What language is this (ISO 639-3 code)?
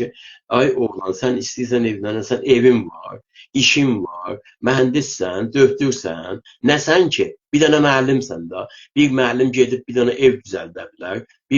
azb